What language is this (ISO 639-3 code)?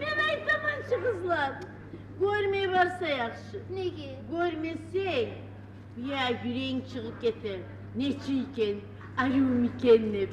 kum